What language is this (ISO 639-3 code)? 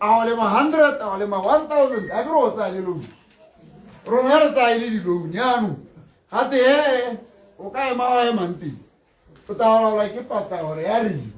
tsn